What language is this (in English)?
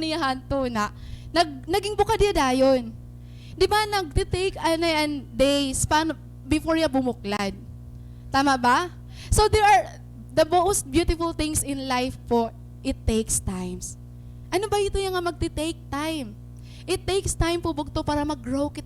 Waray